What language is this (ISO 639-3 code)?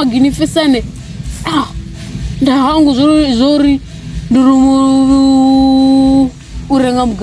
ven